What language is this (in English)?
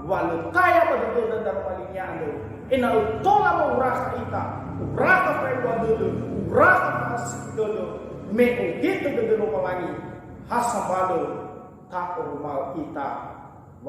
Nias